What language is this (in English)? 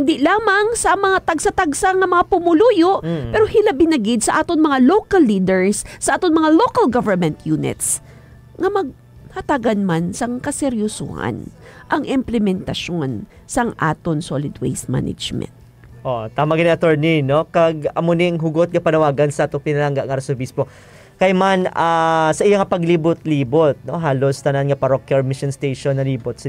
Hiligaynon